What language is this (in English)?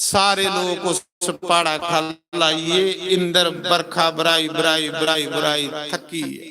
Dogri